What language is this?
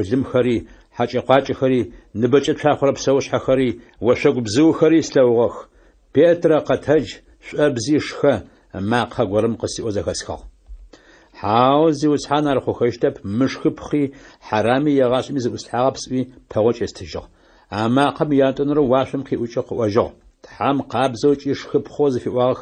Adyghe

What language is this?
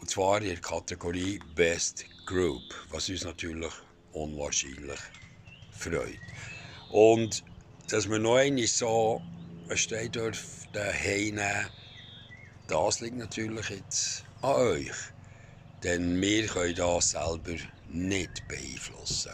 Swiss German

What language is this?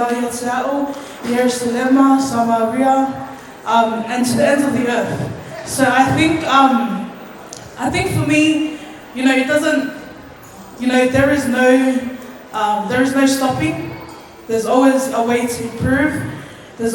Samoan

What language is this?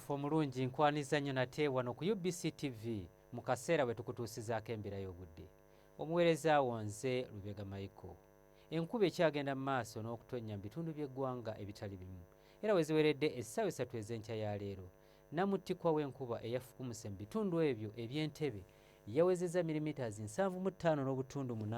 Ganda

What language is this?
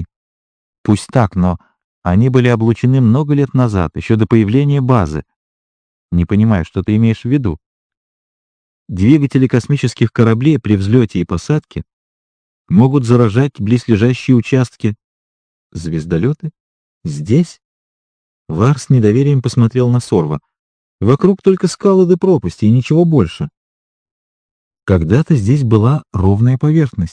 Russian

